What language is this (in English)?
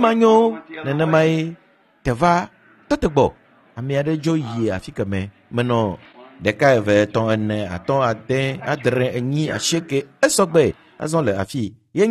Ewe